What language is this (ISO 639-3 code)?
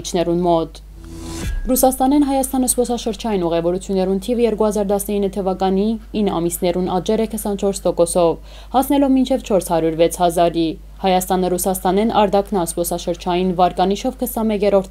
hye